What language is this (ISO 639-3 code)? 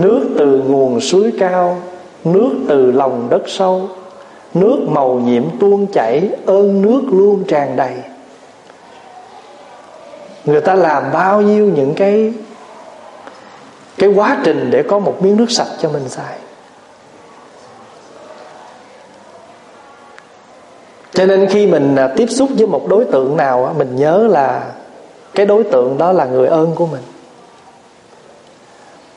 vie